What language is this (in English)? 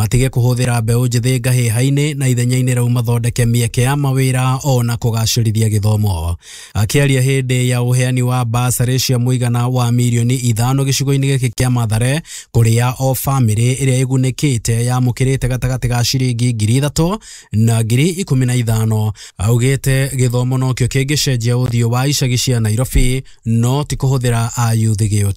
Kikuyu